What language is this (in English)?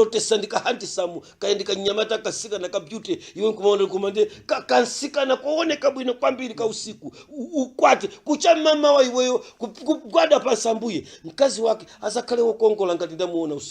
Nyanja